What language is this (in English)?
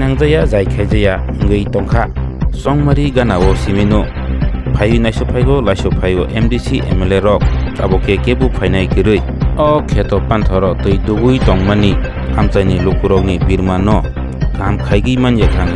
Kok Borok